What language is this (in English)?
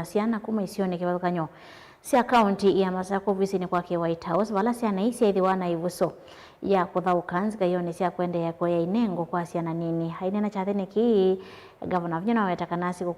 Kamba